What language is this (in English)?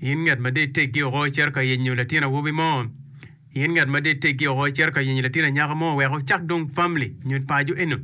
Acoli